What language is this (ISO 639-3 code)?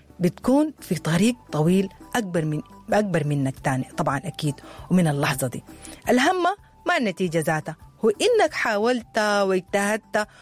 apd